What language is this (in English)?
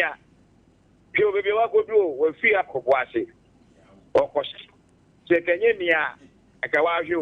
Akan